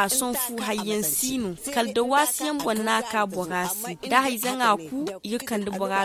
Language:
Zarma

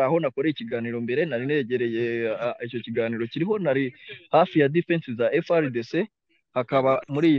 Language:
Kinyarwanda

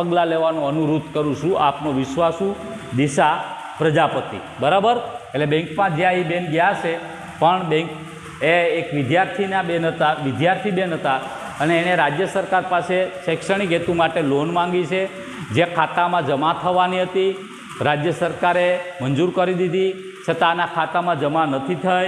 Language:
Gujarati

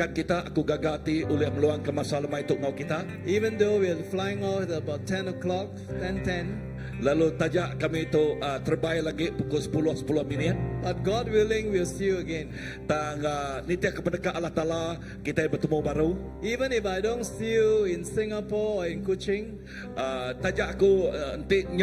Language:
Iban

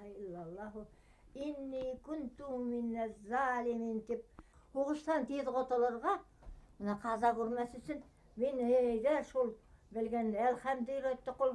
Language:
Bashkir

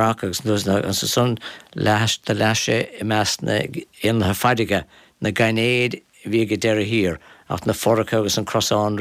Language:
Irish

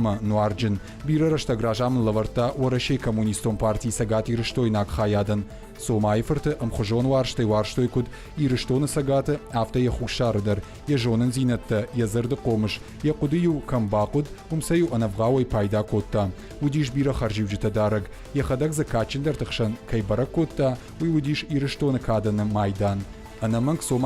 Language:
Ossetic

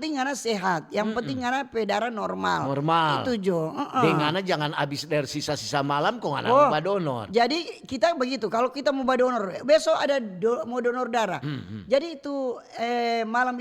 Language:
Manado Malay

